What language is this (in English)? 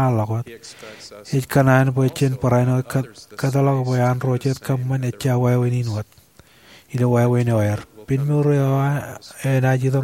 Marshallese